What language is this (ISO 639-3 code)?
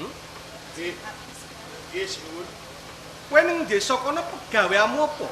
jav